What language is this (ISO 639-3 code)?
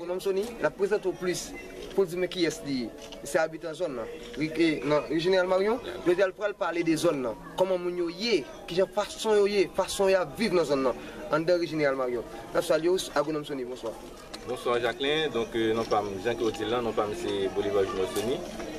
hat